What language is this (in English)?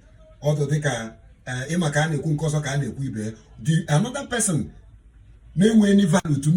Igbo